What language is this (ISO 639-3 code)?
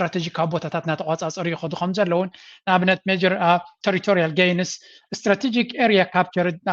tir